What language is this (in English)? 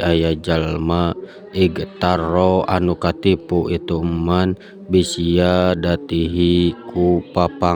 Sundanese